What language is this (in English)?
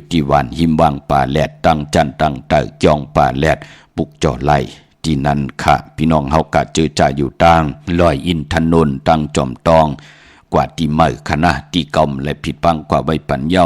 Shan